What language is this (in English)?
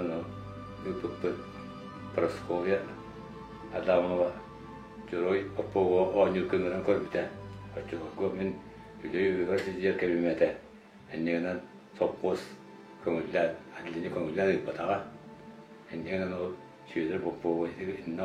Yakut